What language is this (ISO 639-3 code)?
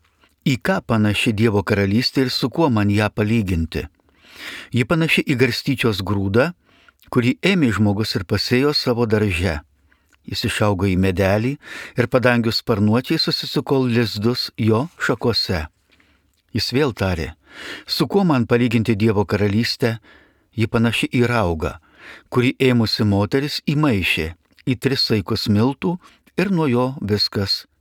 lit